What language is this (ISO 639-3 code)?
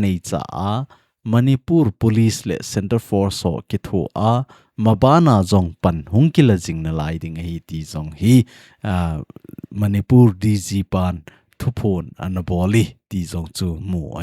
tcz